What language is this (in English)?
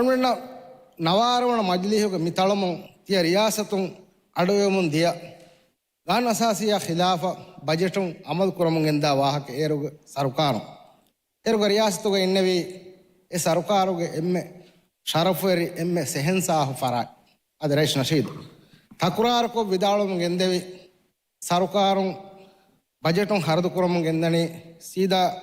Divehi